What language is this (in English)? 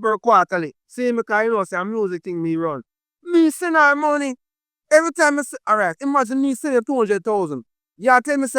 Jamaican Creole English